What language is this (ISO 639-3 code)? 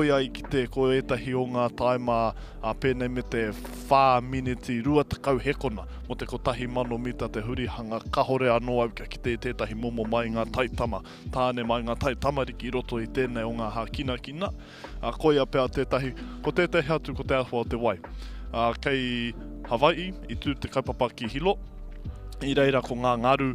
mri